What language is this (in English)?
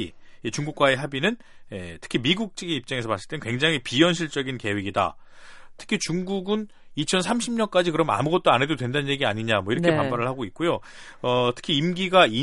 Korean